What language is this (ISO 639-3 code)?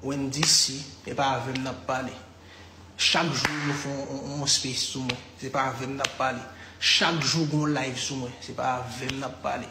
hat